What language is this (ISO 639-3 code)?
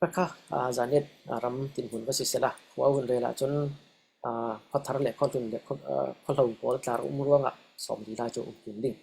cfm